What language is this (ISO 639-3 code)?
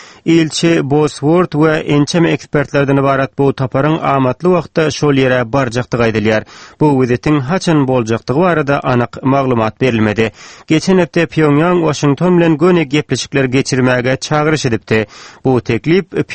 tuk